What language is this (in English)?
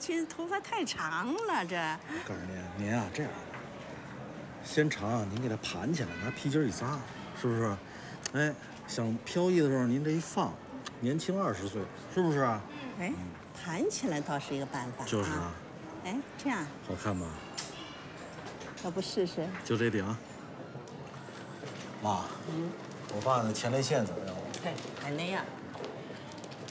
Chinese